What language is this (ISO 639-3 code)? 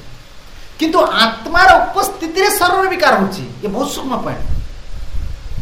ori